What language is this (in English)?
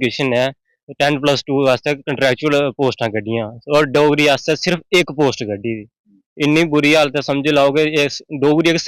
Dogri